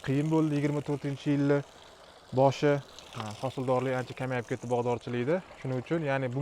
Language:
Uzbek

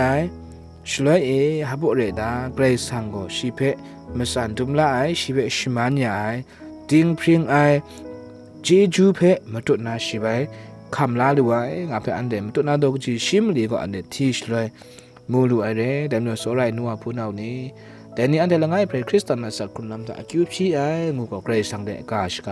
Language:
Kachin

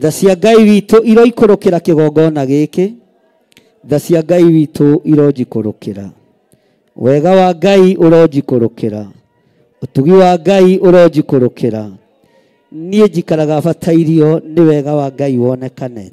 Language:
Kikuyu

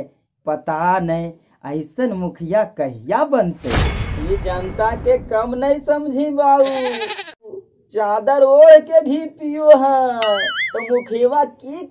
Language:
Magahi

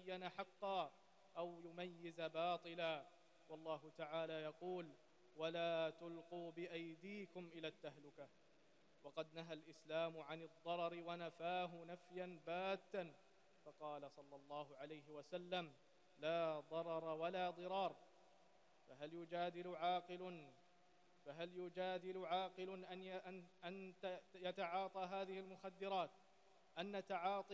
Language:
Arabic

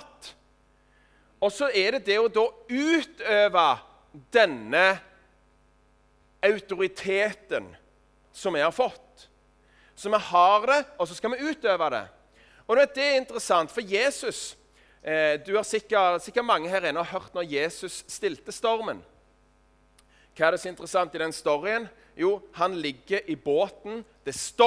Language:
Norwegian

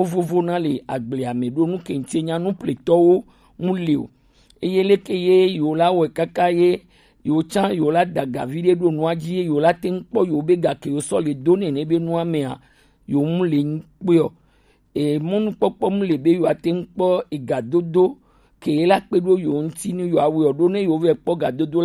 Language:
Gen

